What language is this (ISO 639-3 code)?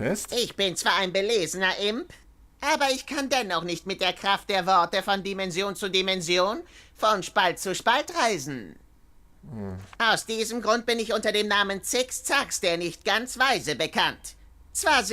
gsw